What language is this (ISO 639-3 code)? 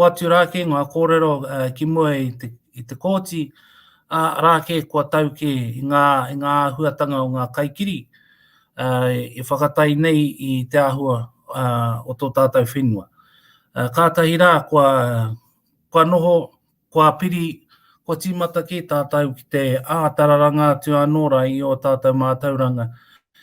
mri